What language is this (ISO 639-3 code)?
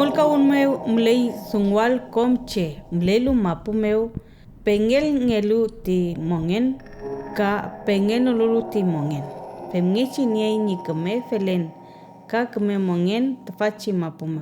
arn